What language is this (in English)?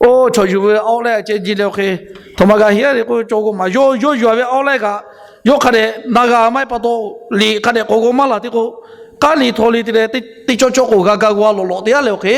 Lahu